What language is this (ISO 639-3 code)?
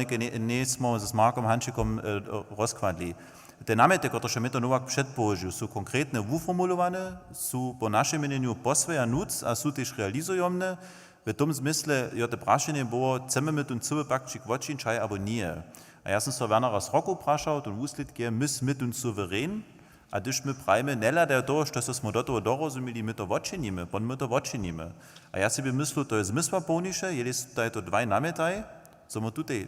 hsb